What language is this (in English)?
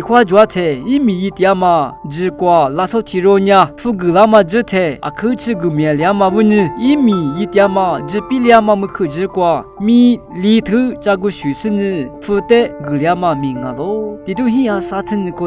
Lisu